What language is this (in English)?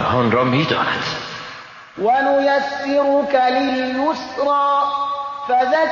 Persian